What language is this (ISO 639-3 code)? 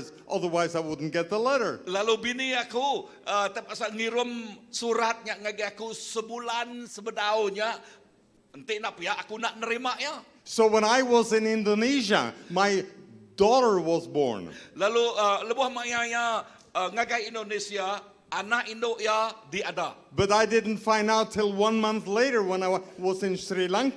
iba